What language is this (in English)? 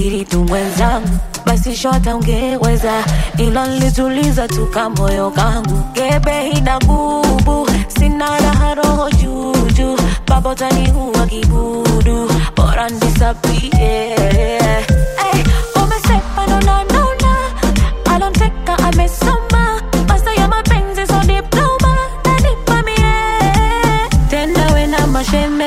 Swahili